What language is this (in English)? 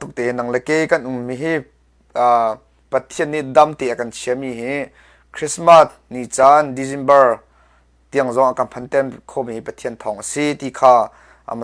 Hakha Chin